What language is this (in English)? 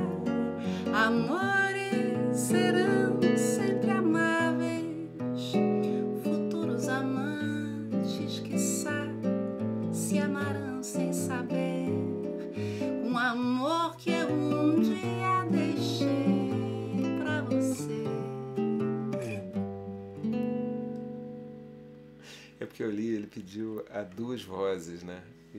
Portuguese